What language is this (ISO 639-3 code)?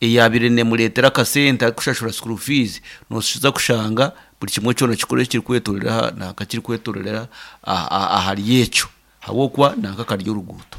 nyn